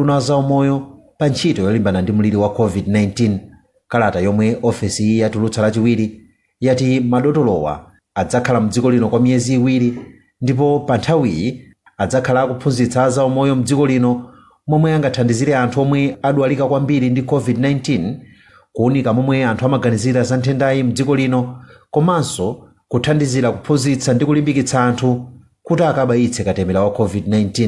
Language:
Nyanja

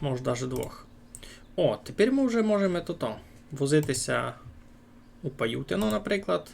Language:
Rusyn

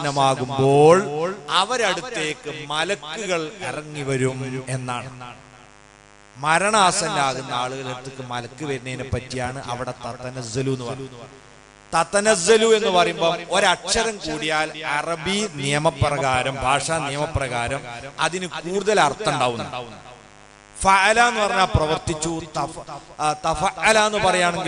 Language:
Malayalam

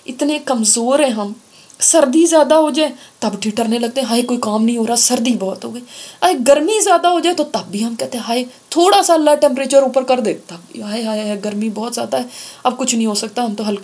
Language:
Urdu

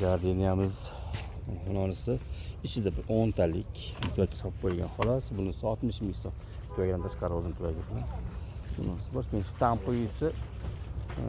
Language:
Uzbek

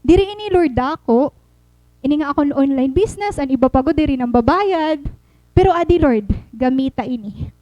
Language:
Waray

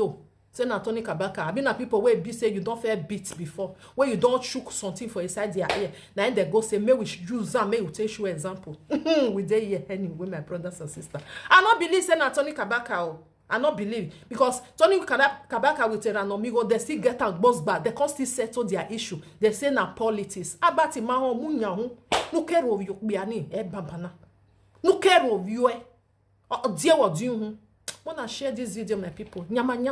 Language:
Nigerian Pidgin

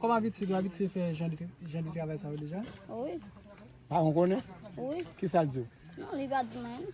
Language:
Haitian Creole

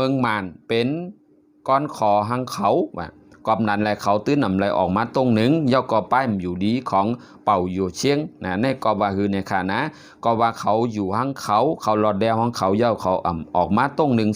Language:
Shan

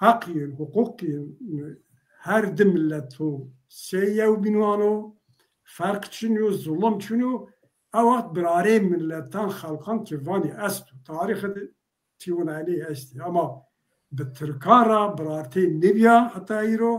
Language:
Zaza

